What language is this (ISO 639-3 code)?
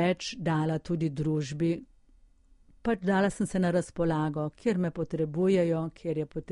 slv